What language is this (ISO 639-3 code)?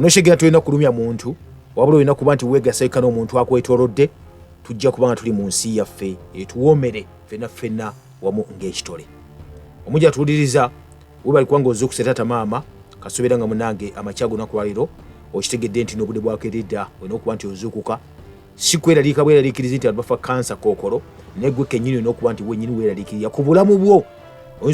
lug